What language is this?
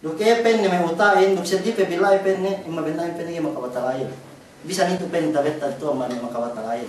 Yakan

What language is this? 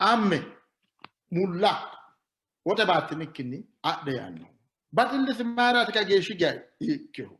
Sidamo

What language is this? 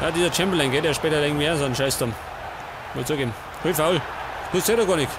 Bavarian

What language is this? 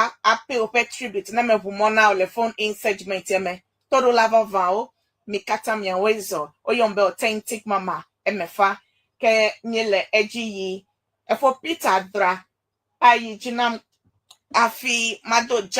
Ewe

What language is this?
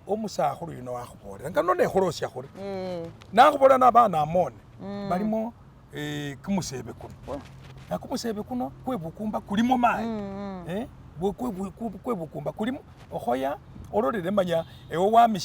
Masaaba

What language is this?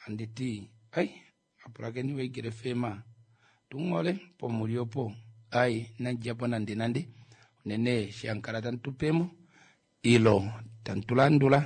Kuanyama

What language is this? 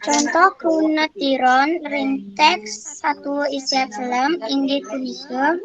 Balinese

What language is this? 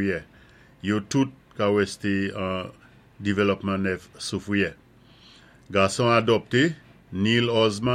Saint Lucian Creole French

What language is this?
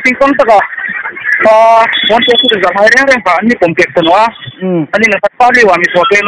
Hmar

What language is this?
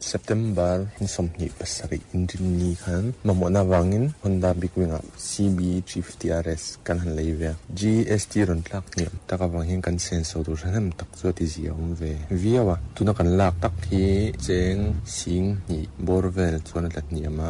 Mizo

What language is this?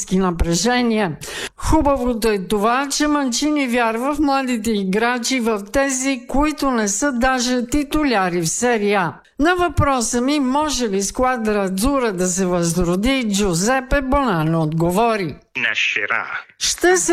Bulgarian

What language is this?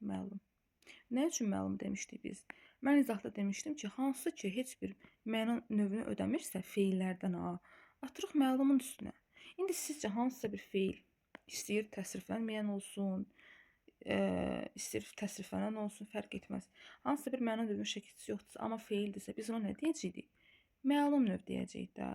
Azerbaijani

